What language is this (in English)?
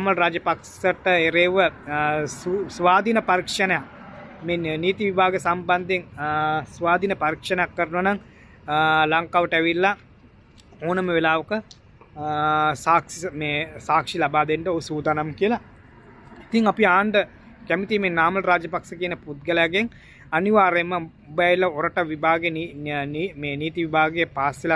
Sinhala